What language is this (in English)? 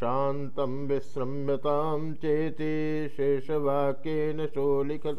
Sanskrit